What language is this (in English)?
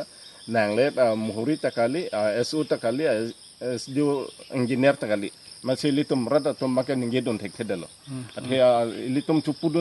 Karbi